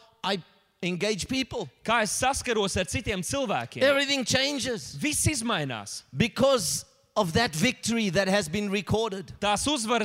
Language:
Latvian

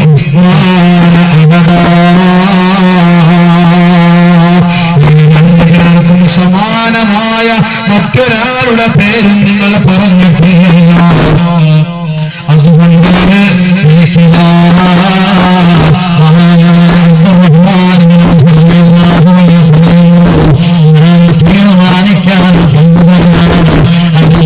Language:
Malayalam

